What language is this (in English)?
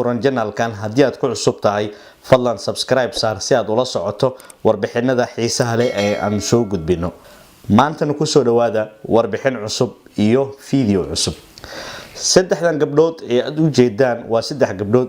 Somali